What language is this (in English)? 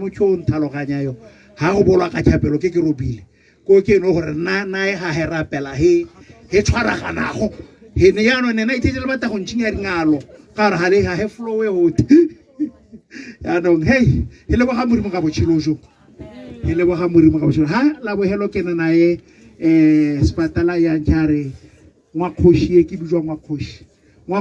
Tswana